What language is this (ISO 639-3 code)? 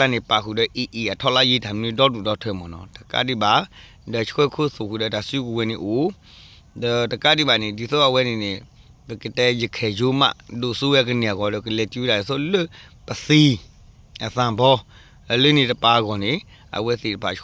ksw